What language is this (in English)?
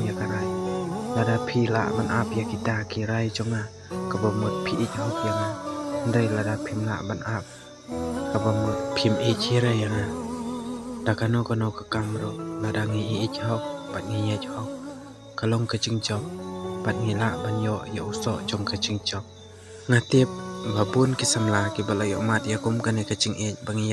Khasi